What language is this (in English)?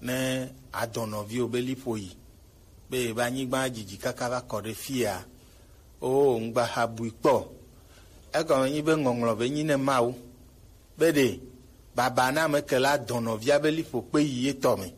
Gen